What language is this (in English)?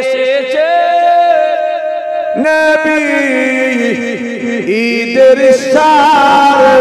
Bangla